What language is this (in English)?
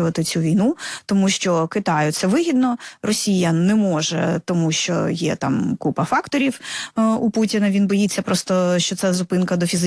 Ukrainian